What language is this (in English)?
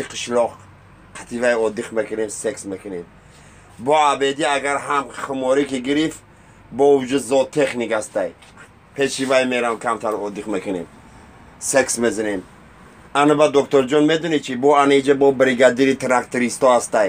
Tajik